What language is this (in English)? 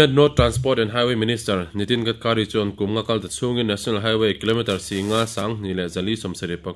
Mizo